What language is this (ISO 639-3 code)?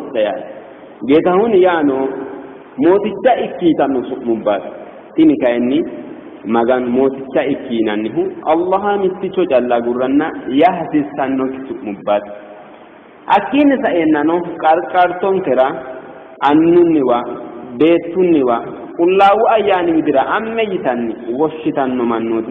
sid